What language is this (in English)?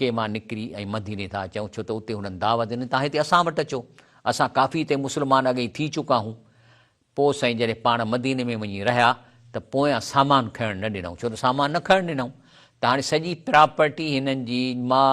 Sindhi